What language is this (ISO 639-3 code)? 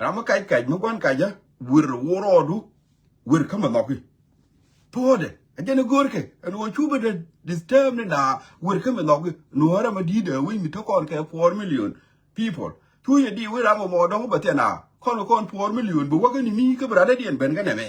nus